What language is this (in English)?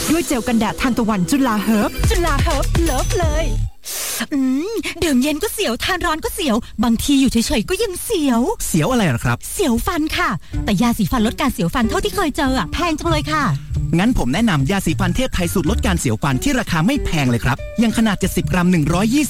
Thai